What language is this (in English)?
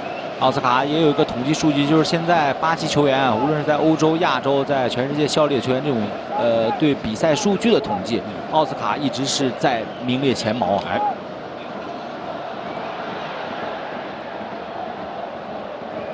Chinese